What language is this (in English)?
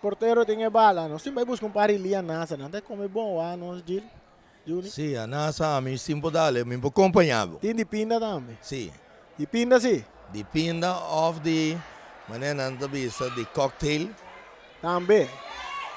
Papiamento